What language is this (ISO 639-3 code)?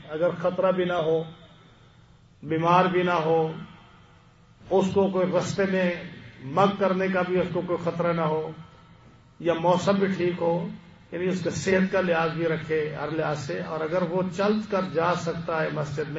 urd